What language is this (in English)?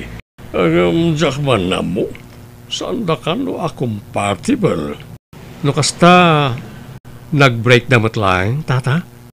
Iloko